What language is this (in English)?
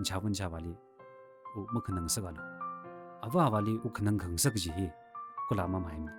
Tangkhul Naga (India)